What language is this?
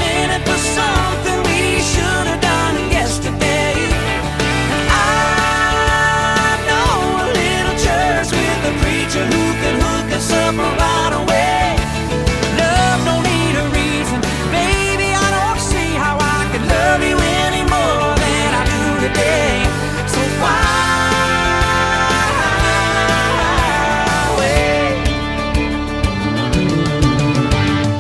English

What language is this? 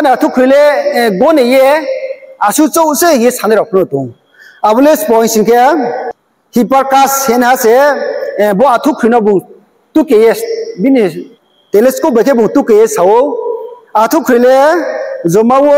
Riang (India)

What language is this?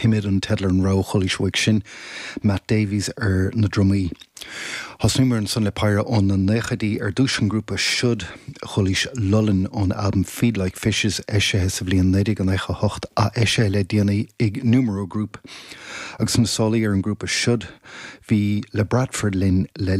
Irish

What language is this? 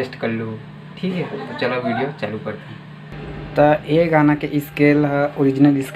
Chhattisgarhi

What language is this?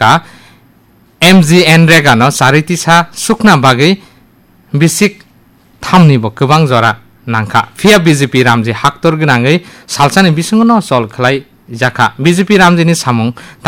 Kok Borok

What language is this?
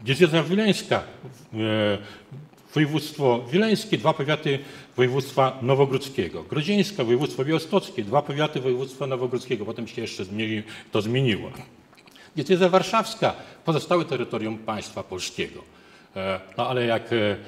Polish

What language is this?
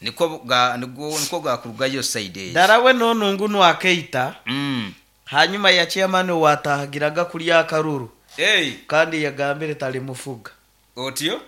Nyankole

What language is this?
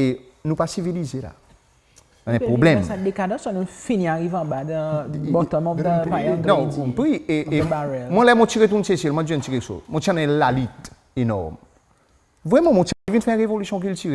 Seselwa Creole French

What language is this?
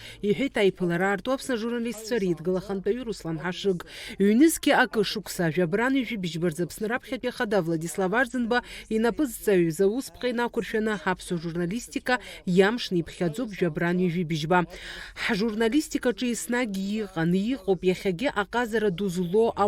Abkhazian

